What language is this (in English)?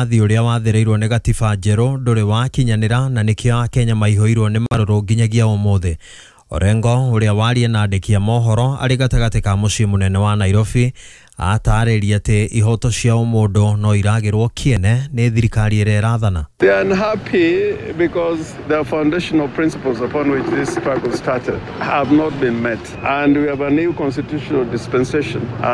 Kikuyu